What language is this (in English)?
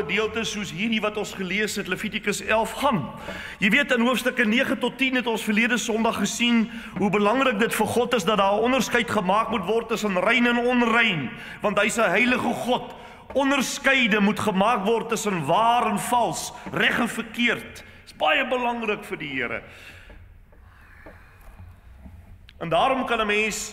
Afrikaans